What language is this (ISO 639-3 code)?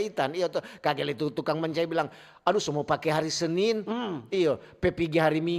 xmm